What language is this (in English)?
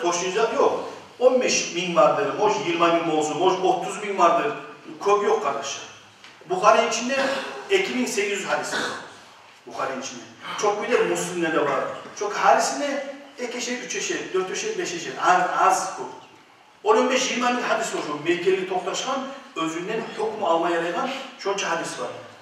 Kumyk